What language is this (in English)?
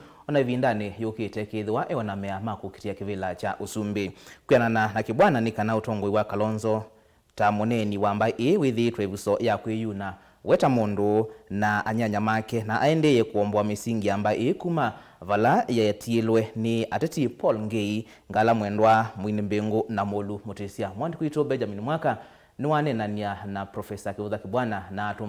Kamba